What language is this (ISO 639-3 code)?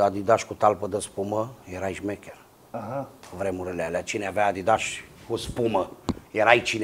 ron